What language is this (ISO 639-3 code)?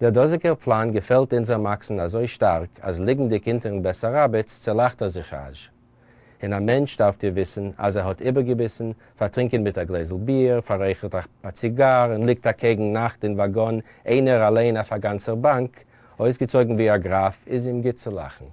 yid